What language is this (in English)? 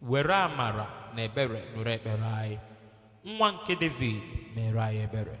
Igbo